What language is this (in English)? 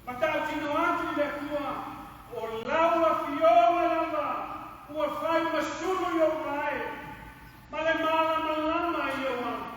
Samoan